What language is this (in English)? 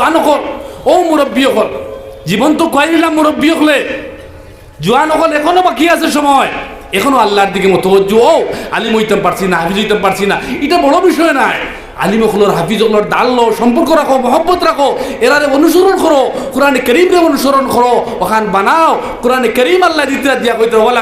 Sylheti